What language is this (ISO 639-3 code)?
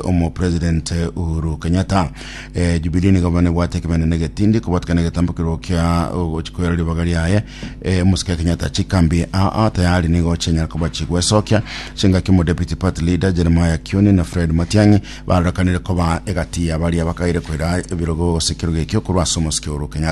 guz